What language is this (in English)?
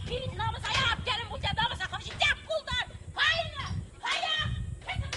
Chuvash